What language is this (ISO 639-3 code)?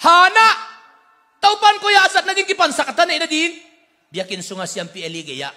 ctd